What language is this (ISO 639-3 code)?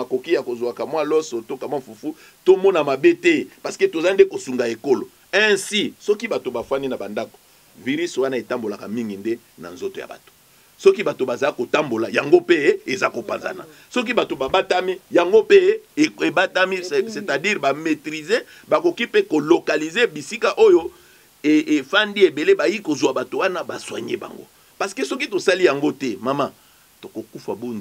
lin